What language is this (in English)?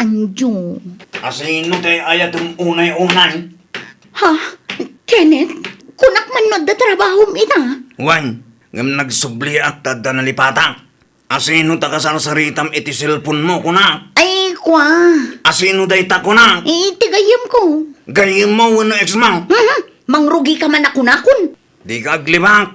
Iloko